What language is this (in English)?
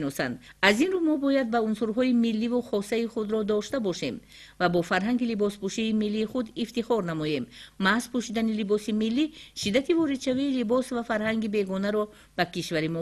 Tajik